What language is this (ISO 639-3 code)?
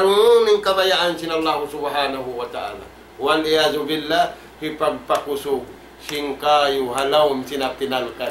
tsg